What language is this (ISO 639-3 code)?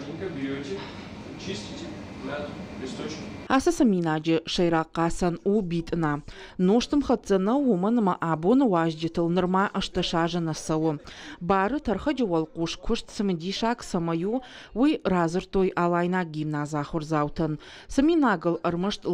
oss